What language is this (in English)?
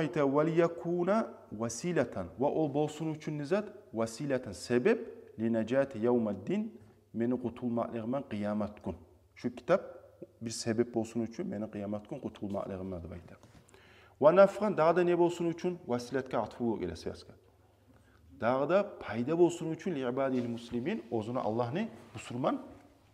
Kumyk